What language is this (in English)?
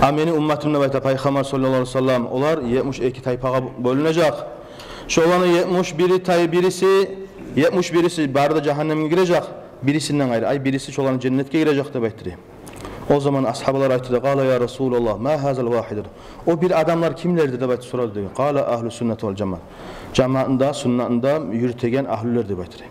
Kumyk